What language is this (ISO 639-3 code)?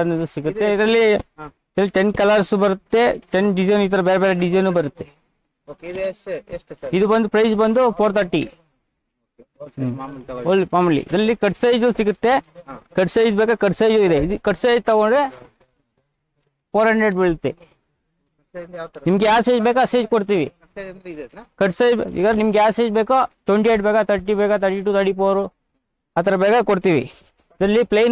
kan